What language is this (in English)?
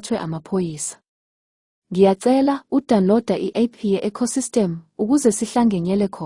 Zulu